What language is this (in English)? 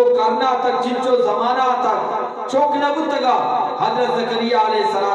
Eastern Balochi